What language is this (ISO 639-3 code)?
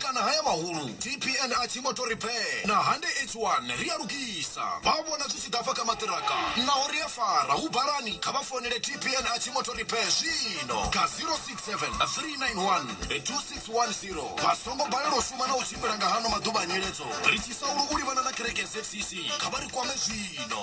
ven